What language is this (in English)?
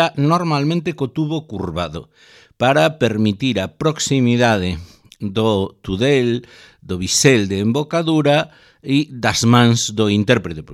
Galician